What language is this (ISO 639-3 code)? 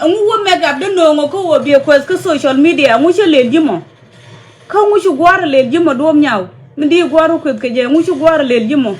nus